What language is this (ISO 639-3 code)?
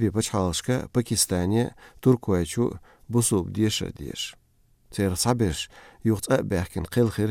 che